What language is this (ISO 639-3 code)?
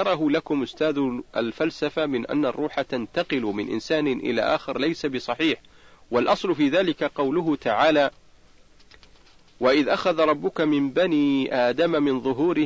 ara